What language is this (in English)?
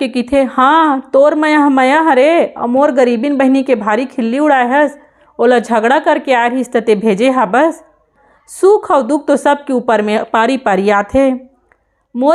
Chhattisgarhi